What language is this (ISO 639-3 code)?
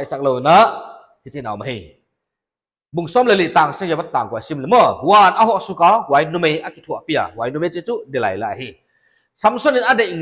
pck